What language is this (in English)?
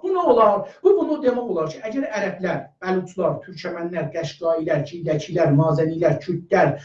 South Azerbaijani